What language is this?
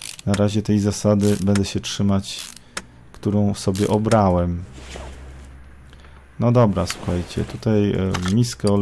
Polish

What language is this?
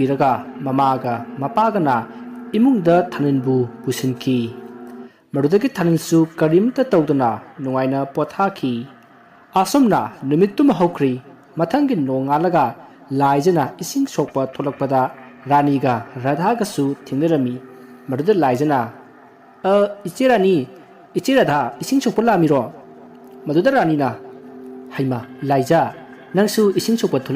Manipuri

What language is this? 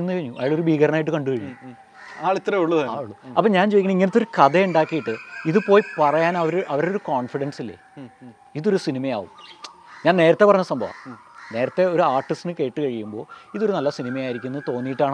Malayalam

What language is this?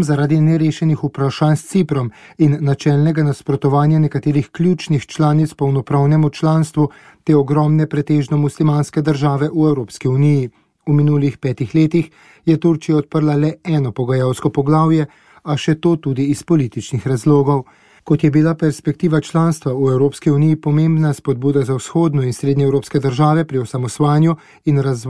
Slovenian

